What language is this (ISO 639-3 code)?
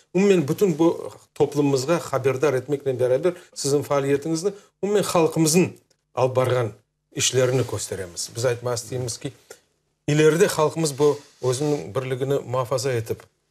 crh